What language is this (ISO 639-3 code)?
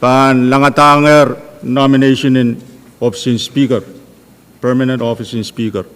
pon